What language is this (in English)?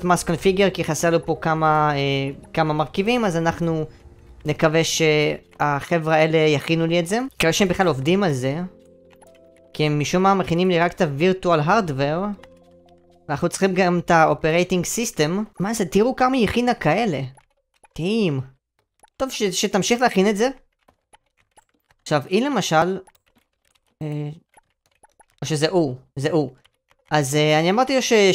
Hebrew